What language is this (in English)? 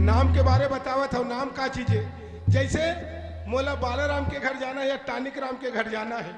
Chhattisgarhi